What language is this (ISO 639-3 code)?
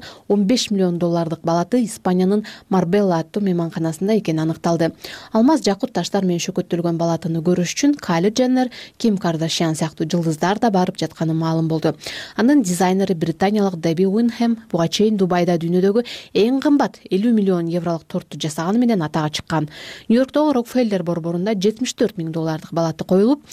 kir